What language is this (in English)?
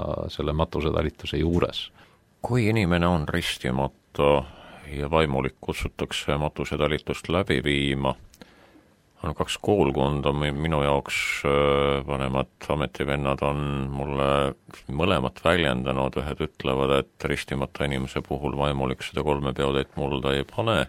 Estonian